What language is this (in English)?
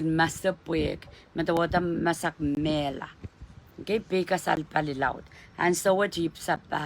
Pohnpeian